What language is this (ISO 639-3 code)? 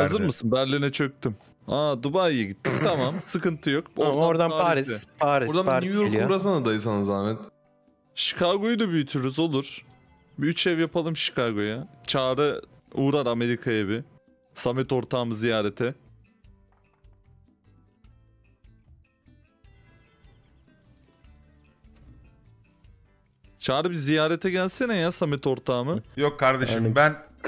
tur